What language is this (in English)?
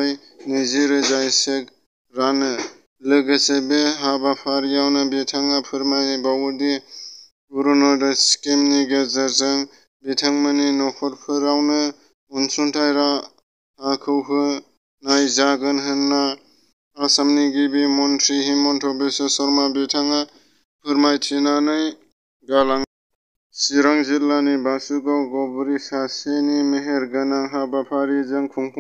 Bodo